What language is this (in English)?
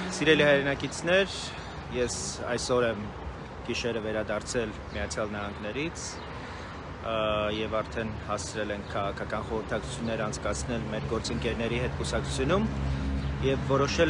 Armenian